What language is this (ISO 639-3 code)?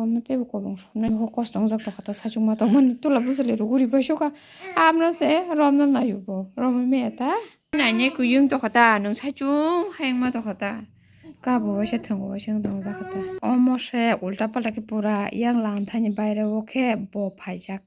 trp